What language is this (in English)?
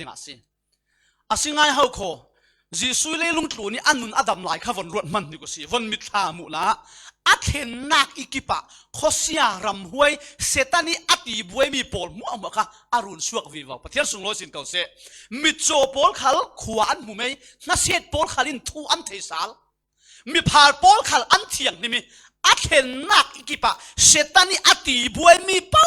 Falam Chin